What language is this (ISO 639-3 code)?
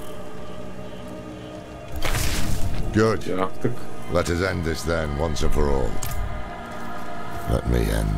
tur